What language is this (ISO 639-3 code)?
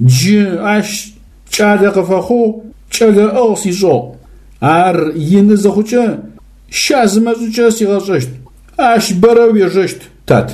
ady